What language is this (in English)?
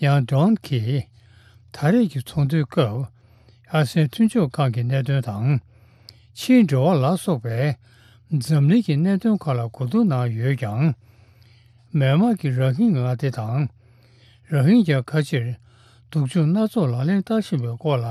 Tibetan